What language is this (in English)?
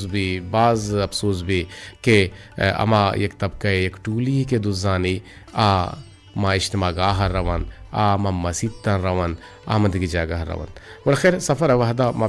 Eastern Balochi